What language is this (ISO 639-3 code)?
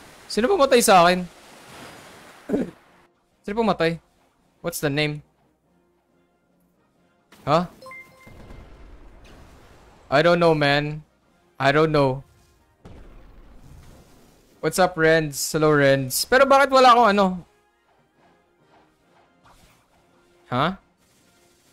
fil